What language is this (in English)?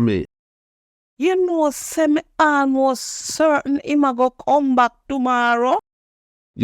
Jamaican Creole English